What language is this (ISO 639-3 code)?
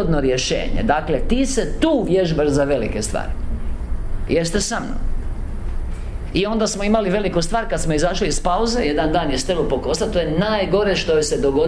hrv